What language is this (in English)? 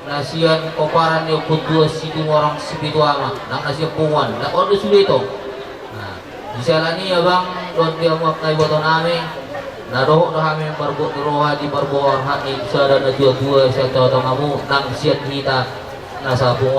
Batak Toba